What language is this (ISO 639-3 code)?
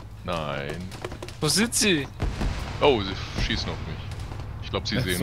deu